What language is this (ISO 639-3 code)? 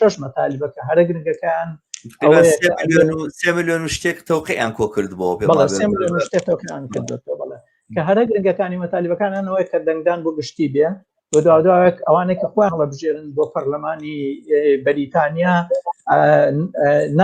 ckb